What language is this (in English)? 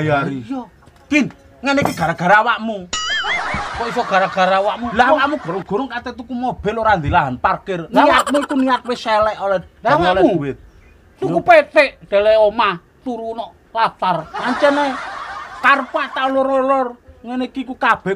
Javanese